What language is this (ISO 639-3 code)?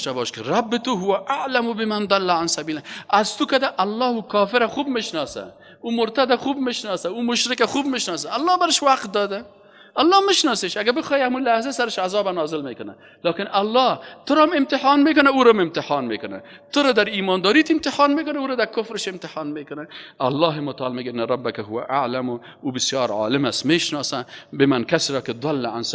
fas